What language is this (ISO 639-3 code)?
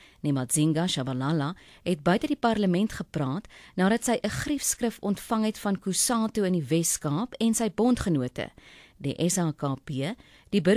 afr